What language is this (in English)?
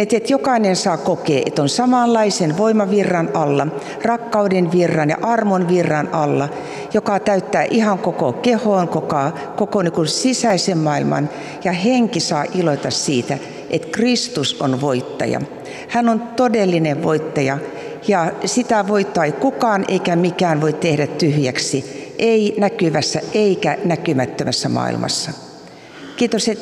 Finnish